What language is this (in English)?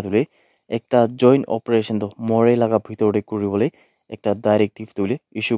Naga Pidgin